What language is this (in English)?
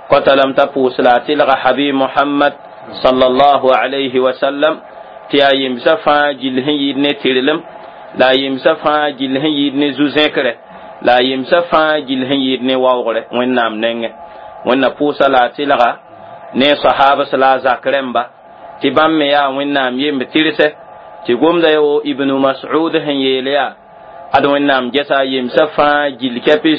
Mossi